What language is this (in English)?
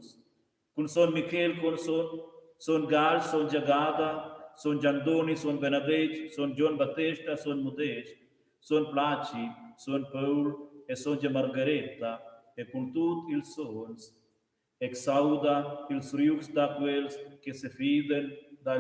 Romansh